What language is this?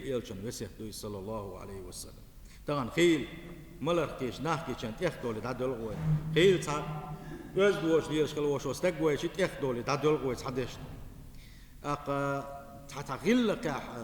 Chechen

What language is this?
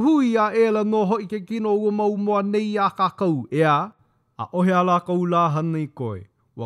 Hawaiian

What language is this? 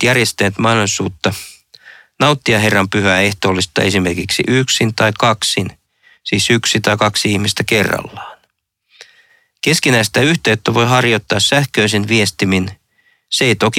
Finnish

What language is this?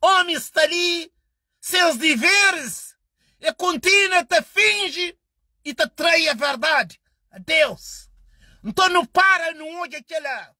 Kabuverdianu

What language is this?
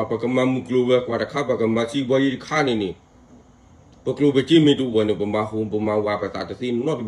S'gaw Karen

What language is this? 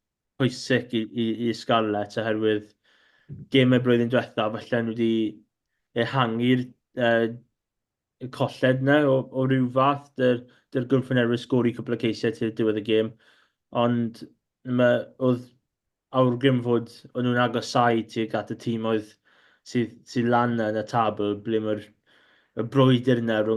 Welsh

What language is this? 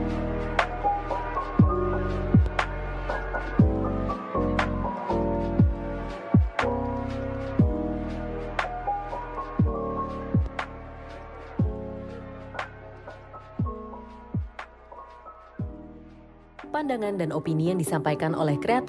Indonesian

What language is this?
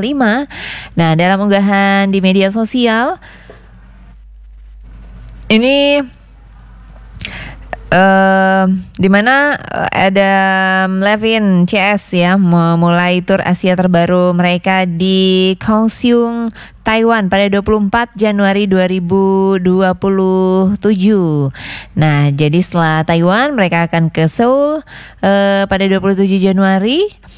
Indonesian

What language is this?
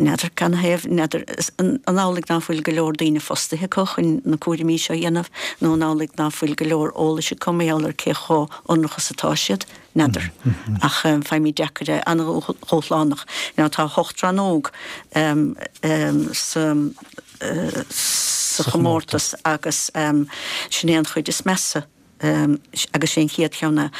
Irish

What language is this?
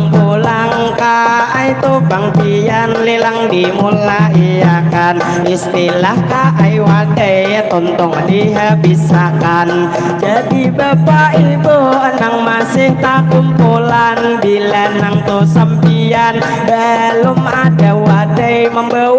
Banjar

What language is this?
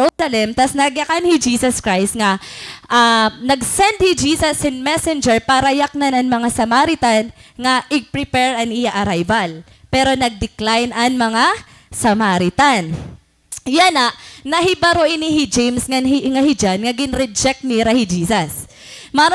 Waray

